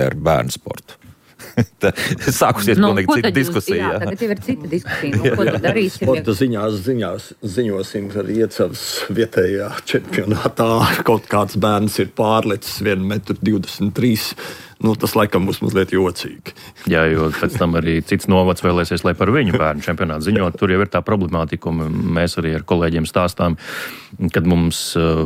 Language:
Latvian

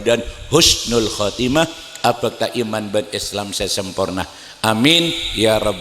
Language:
Madurese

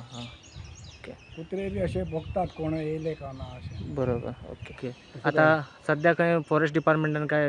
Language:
Konkani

